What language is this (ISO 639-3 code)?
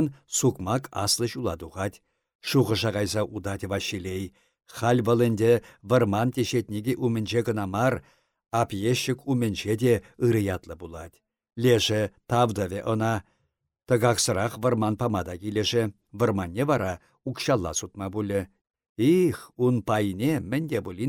chv